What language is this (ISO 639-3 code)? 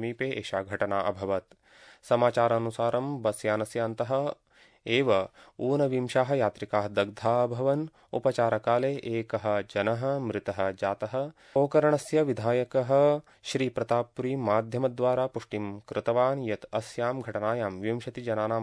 san